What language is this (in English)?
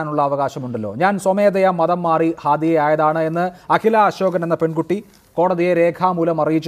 Malayalam